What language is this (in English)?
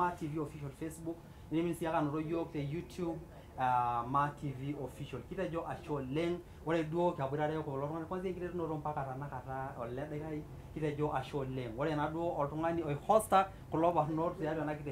Masai